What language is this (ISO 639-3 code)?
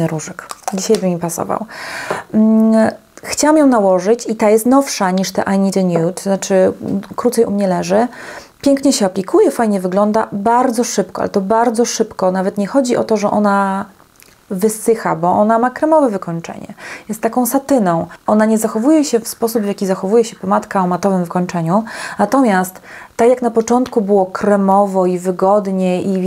pol